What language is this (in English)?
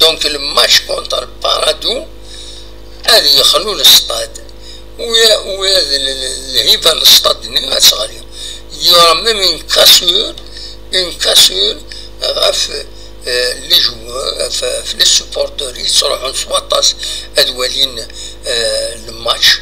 Kabyle